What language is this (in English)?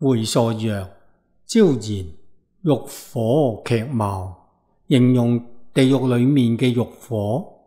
Cantonese